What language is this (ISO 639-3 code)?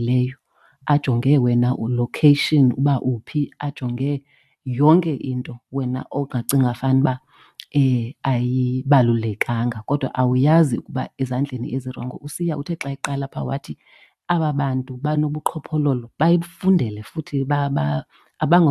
xho